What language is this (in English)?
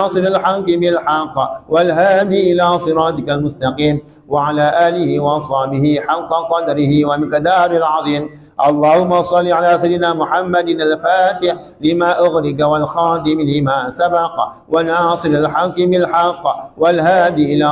Arabic